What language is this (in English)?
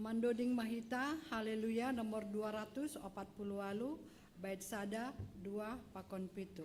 Batak Simalungun